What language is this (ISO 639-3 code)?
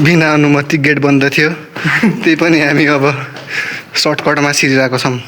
nep